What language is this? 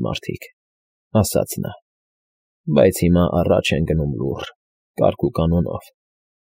Armenian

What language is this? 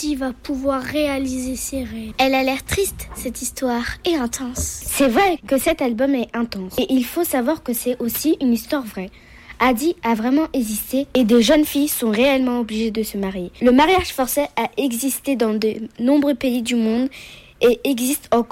French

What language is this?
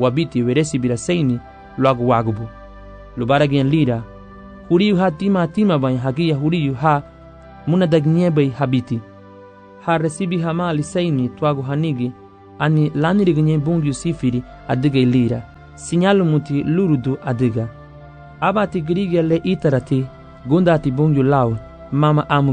Garifuna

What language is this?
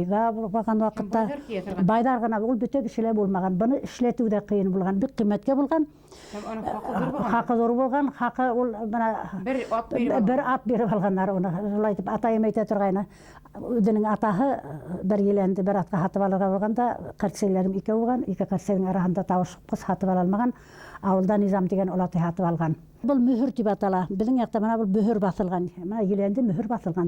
Bashkir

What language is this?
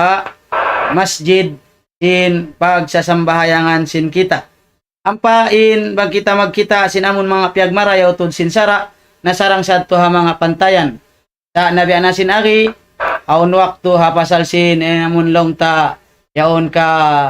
Tausug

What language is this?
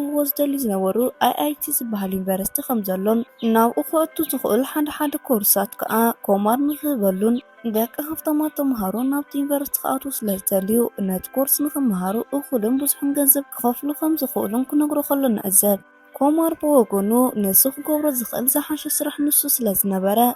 Tigrinya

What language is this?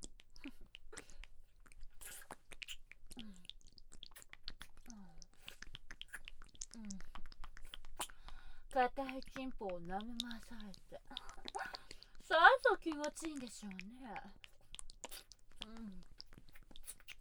Japanese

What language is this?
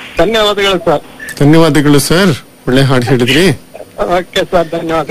Kannada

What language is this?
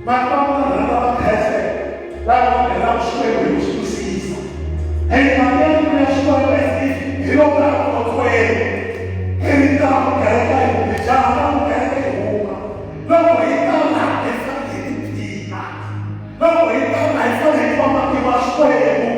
Tsonga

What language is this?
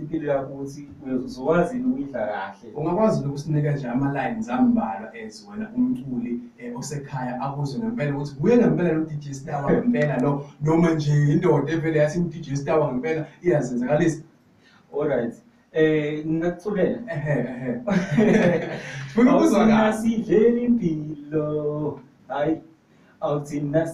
Zulu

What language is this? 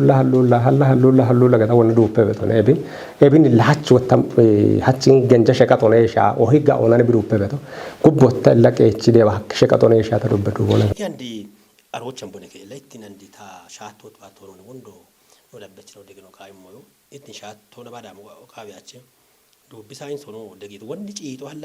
Kafa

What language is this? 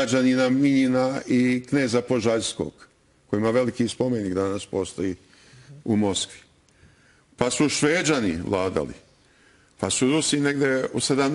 Serbian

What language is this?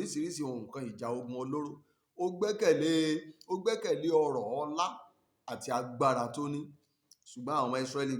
Yoruba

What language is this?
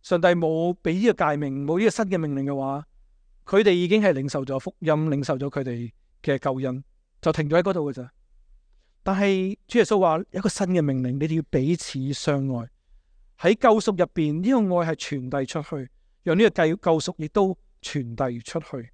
Cantonese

